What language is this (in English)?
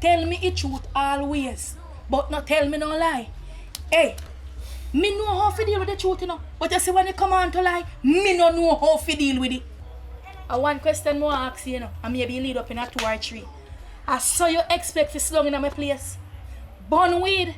Jamaican Creole English